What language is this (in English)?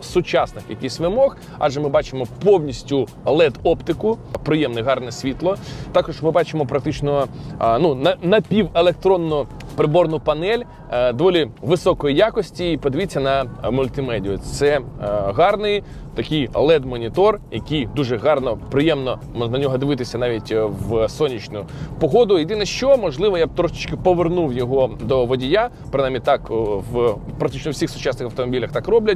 Ukrainian